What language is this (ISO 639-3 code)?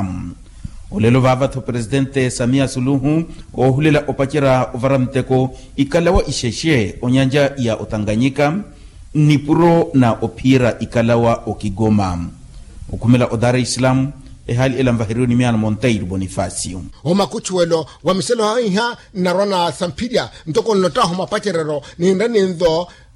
vmw